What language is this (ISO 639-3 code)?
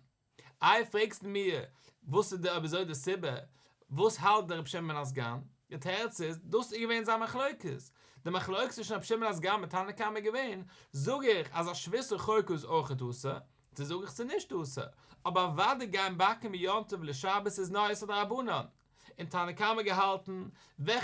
yid